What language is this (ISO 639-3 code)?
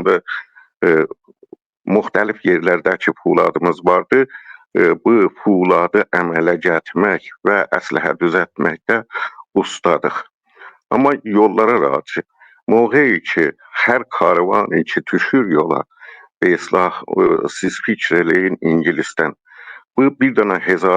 azb